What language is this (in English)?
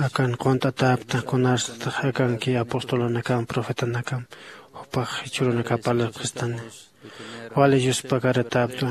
Aymara